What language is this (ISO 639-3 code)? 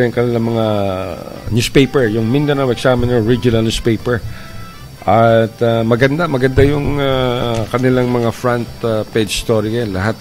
fil